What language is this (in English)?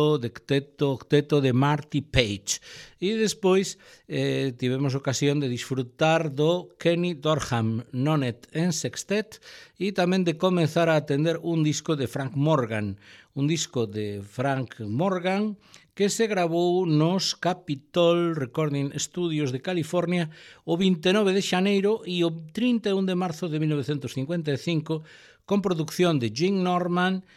Galician